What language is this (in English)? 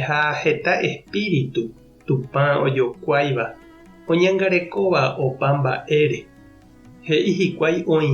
Guarani